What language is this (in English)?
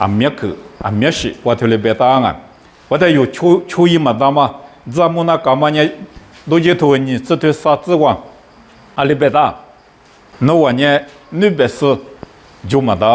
Lisu